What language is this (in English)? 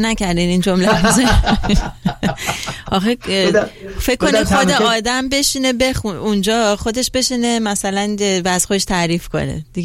Persian